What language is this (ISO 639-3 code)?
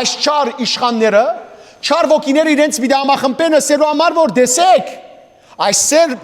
hyw